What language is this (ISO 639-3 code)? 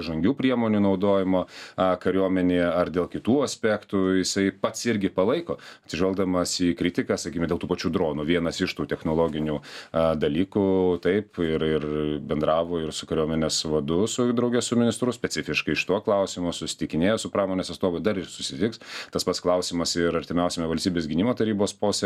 lit